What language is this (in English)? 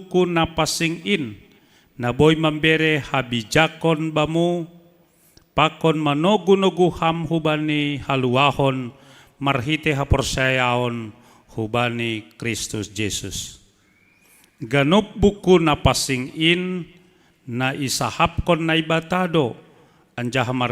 Batak Simalungun